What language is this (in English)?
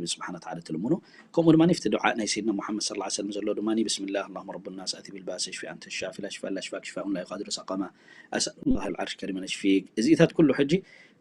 Tigrinya